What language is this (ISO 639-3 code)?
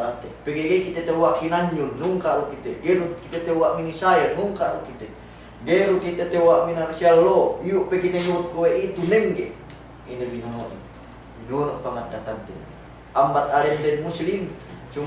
yka